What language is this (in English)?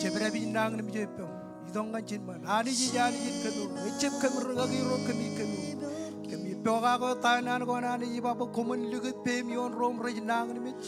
Marshallese